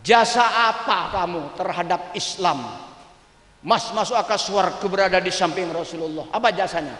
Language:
Madurese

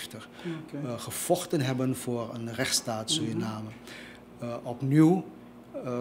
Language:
Dutch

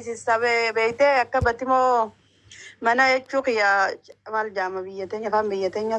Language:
Oromo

